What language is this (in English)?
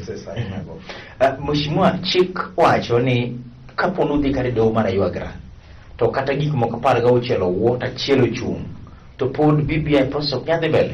Luo (Kenya and Tanzania)